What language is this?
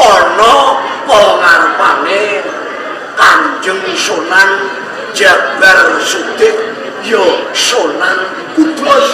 Javanese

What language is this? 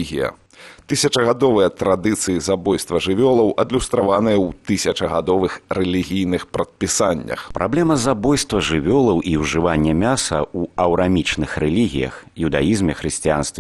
Belarusian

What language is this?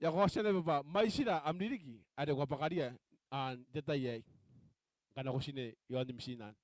Gilbertese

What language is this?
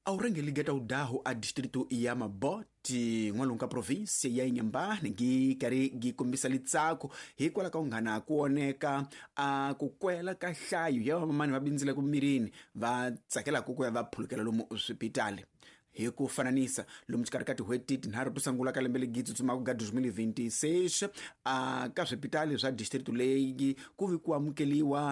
Tsonga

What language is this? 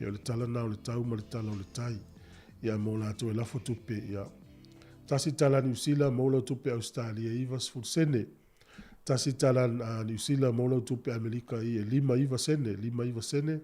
Samoan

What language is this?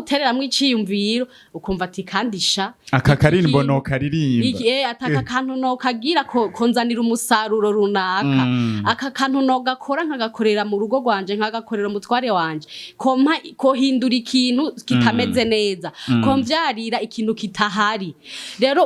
Rundi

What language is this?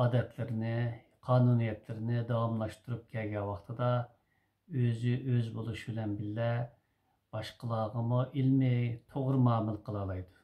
Uyghur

